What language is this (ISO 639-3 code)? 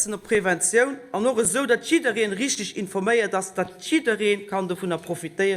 ltz